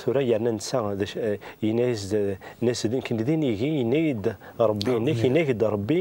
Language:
Kabyle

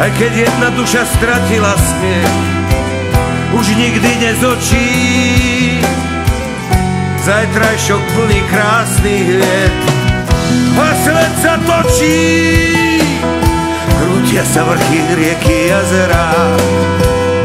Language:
Slovak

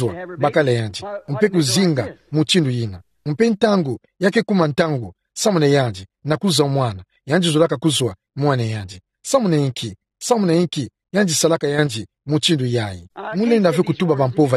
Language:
Kituba (Democratic Republic of Congo)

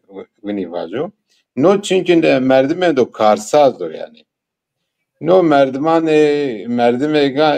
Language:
Zaza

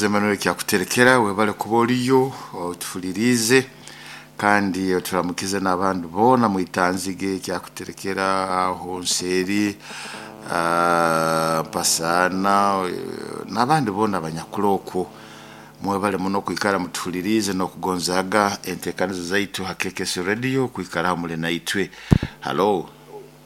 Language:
Nyoro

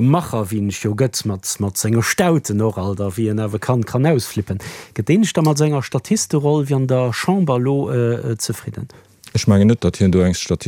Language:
Luxembourgish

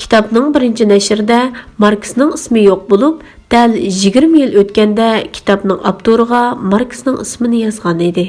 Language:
Uyghur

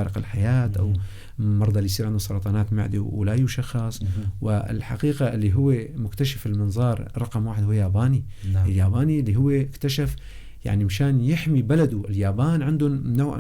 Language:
North Levantine Arabic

